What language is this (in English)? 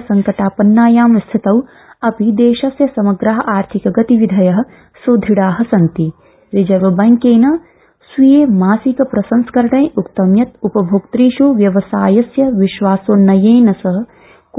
Sanskrit